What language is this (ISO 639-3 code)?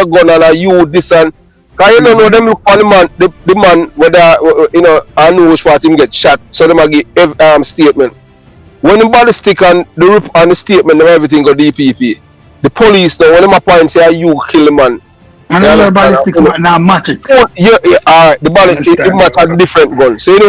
jam